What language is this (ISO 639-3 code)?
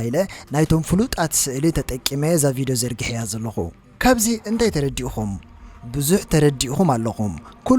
tir